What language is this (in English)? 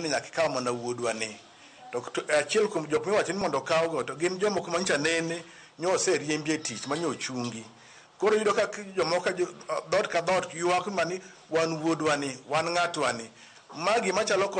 Luo (Kenya and Tanzania)